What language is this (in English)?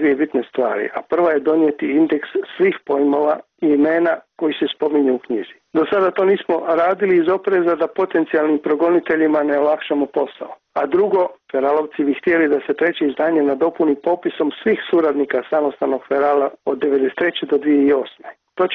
Croatian